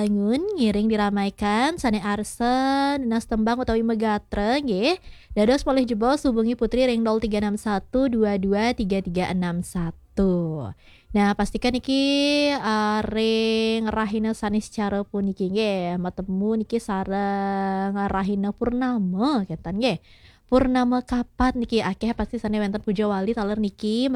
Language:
Balinese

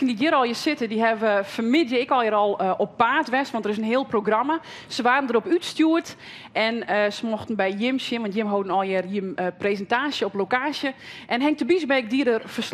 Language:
Western Frisian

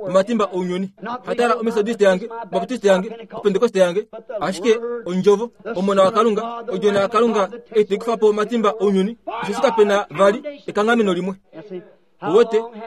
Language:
Kuanyama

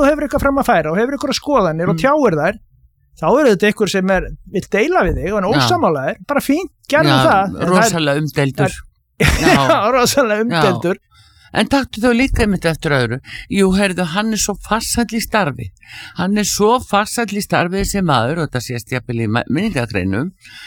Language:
Icelandic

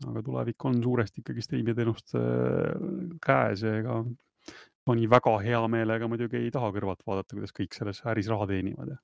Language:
Estonian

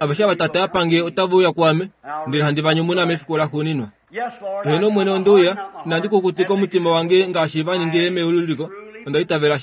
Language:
Kuanyama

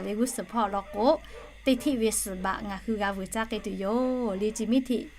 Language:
Lahu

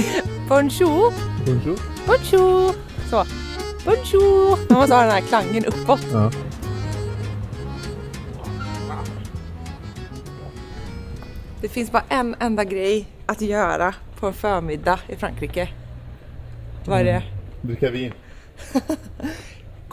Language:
Swedish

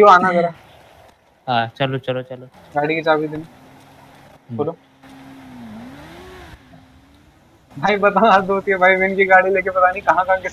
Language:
Hindi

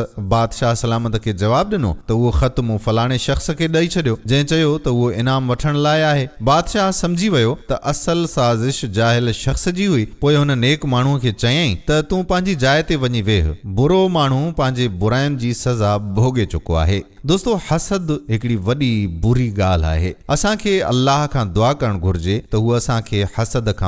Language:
Sindhi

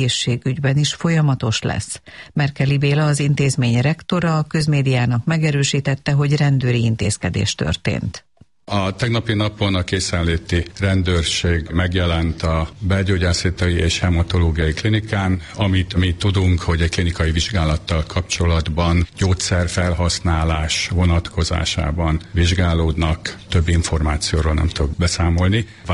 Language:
Hungarian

